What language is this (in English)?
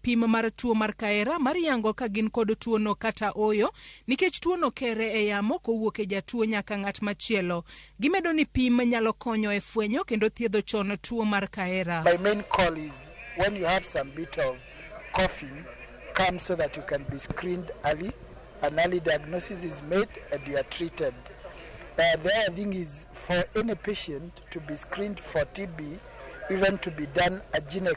Luo (Kenya and Tanzania)